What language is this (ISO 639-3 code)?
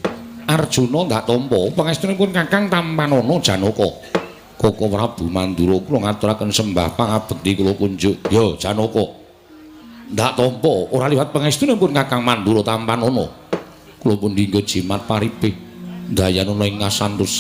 jav